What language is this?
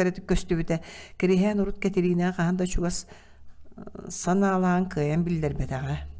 Yakut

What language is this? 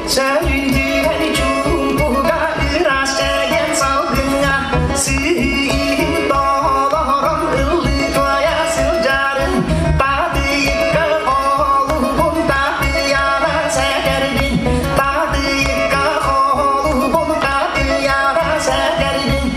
Yakut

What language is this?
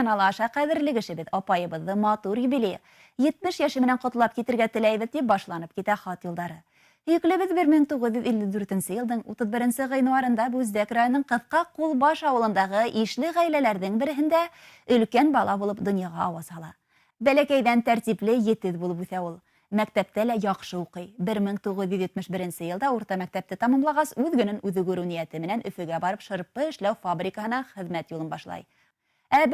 Bashkir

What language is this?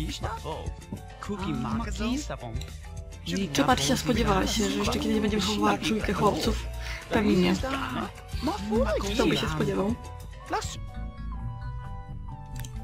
Polish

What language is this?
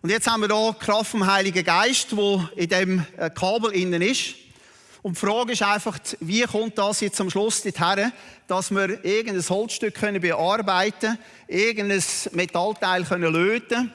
Swiss German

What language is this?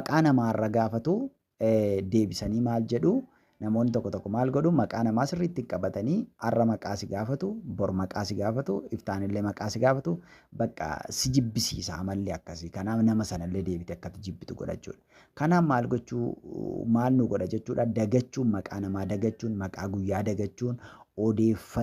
Oromo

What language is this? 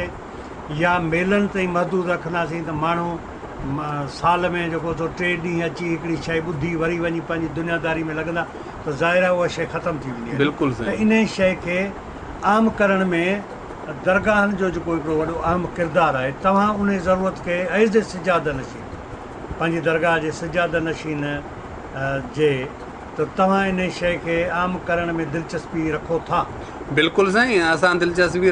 Sindhi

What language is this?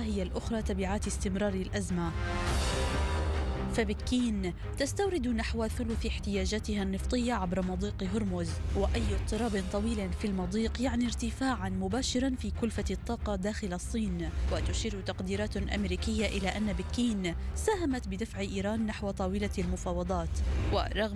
Arabic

